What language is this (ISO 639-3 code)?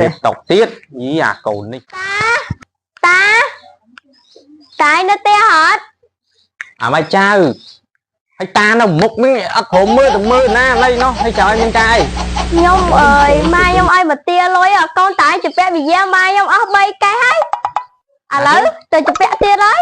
khm